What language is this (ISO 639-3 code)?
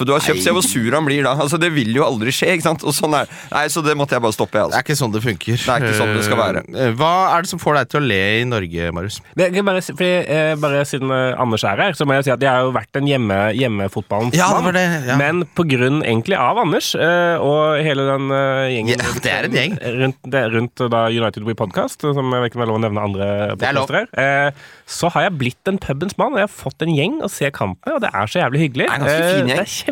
nor